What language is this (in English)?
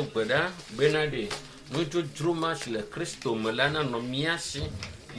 Ewe